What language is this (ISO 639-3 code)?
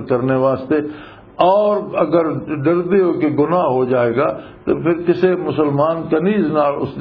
lah